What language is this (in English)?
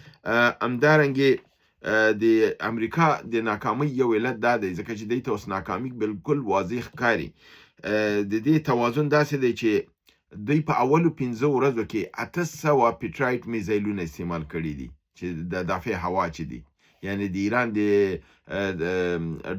Pashto